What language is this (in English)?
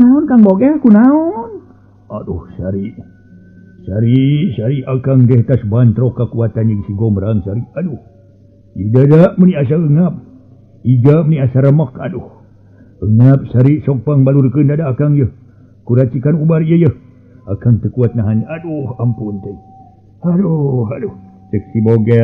Sundanese